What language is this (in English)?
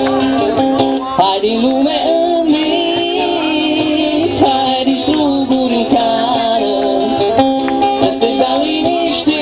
Romanian